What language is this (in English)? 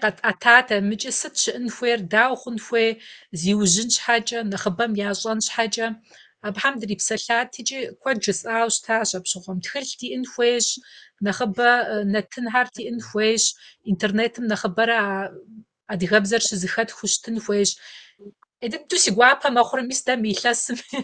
Kabardian